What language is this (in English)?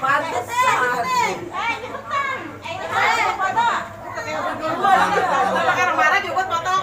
Betawi